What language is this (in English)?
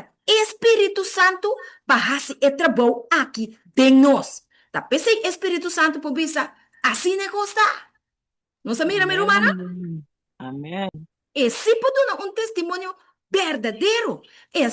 Papiamento